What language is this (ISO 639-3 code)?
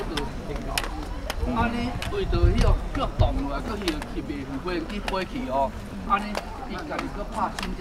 nan